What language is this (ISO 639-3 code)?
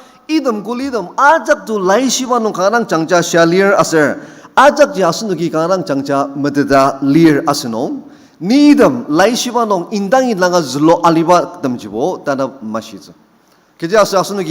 njo